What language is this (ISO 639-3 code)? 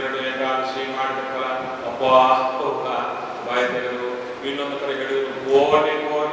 kan